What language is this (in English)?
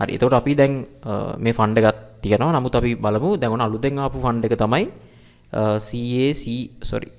Sinhala